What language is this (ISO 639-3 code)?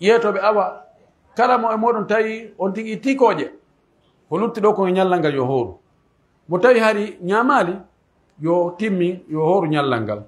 fuf